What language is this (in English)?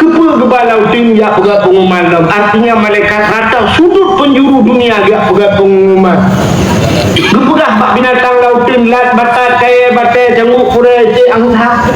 Achinese